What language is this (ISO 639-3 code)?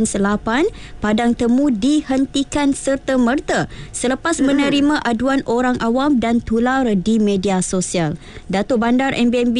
msa